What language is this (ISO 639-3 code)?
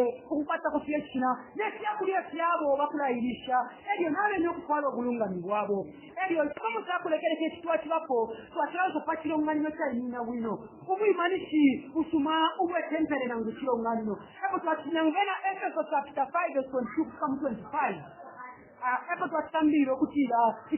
bem